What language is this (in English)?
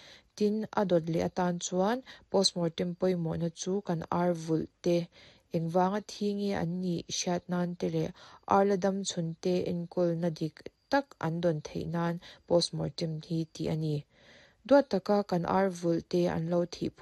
Mizo